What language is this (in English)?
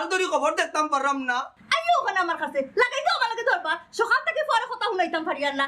Sylheti